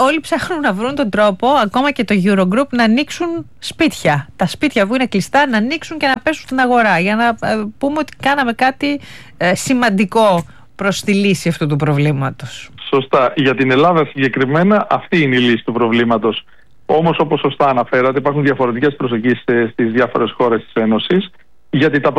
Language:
Greek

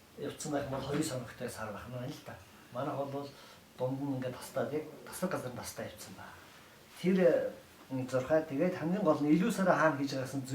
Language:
Mongolian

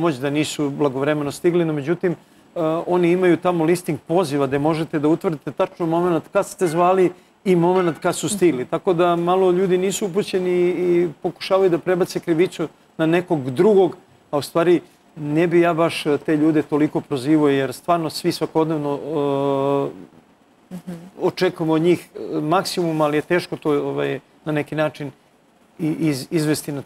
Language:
Serbian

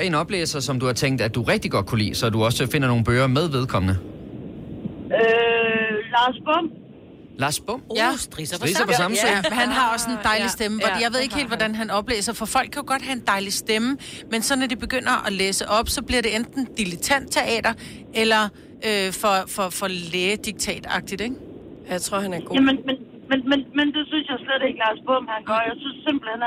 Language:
Danish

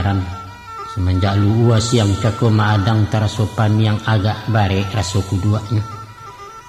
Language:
Minangkabau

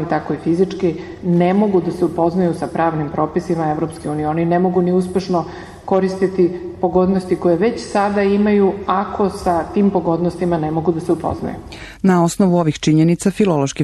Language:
Serbian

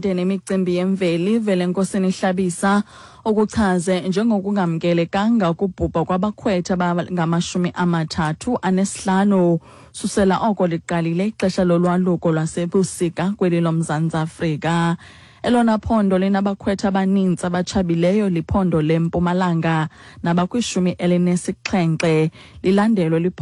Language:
Xhosa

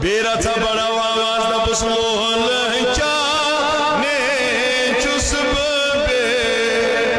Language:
Kashmiri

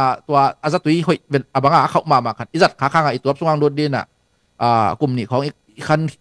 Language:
Tedim Chin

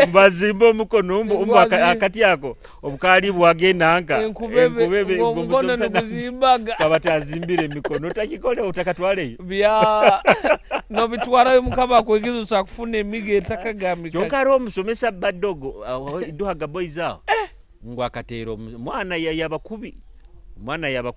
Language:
Nyoro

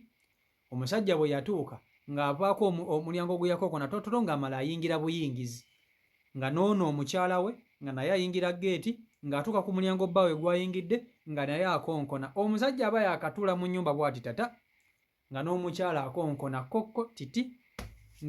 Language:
Ganda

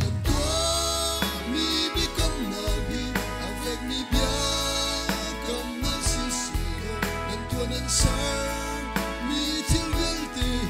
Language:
Hakha Chin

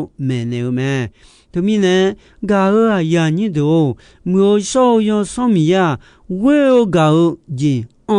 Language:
Akha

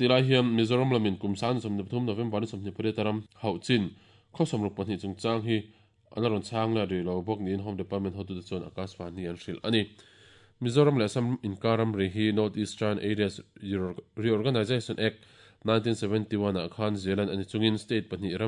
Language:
Mizo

